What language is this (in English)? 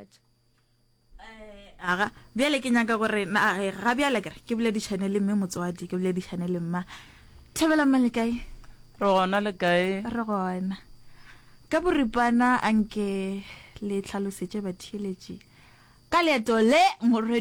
Northern Sotho